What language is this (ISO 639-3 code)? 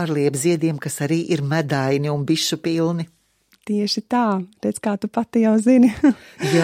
lav